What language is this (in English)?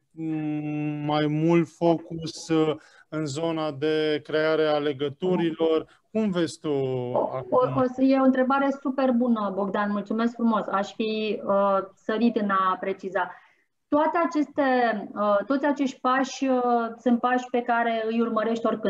Romanian